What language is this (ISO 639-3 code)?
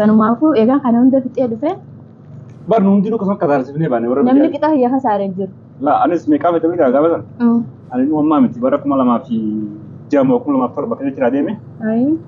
orm